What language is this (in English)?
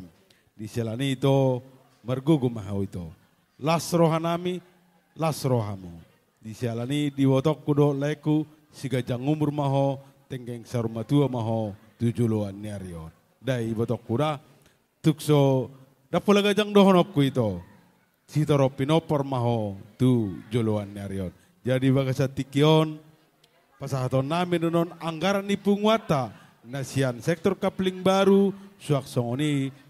Batak Toba